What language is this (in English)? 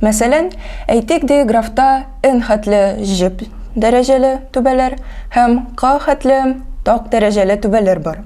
Tatar